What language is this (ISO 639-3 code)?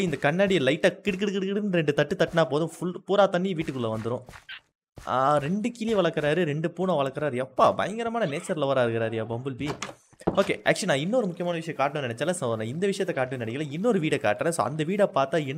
tam